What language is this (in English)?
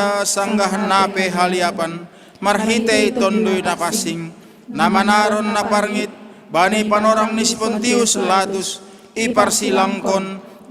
Batak Simalungun